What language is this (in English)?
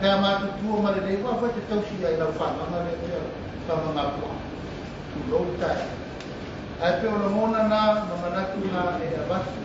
Samoan